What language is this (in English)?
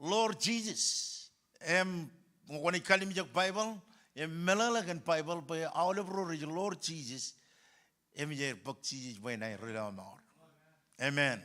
Marshallese